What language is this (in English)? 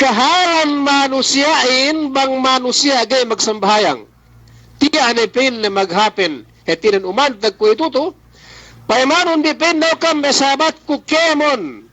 Yakan